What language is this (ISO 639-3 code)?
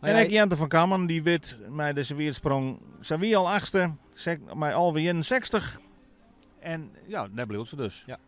fry